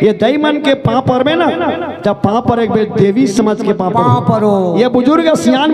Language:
Chhattisgarhi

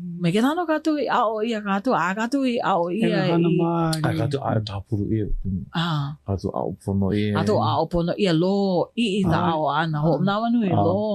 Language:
Hawaiian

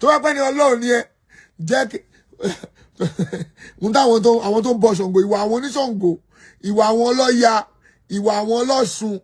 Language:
Yoruba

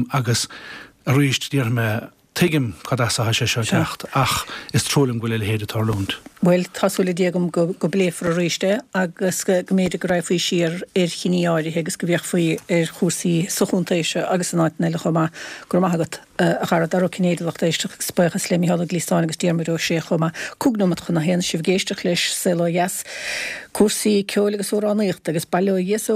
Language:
Irish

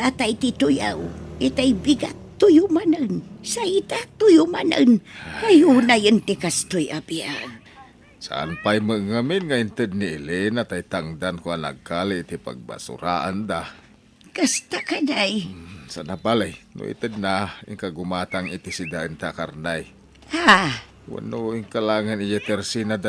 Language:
Iloko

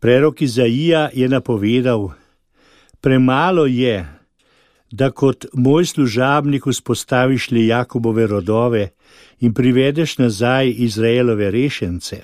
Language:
Slovenian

